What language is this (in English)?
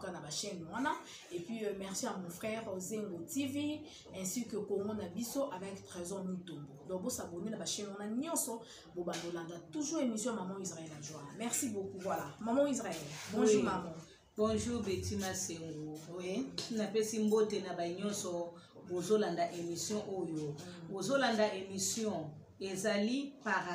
Lingala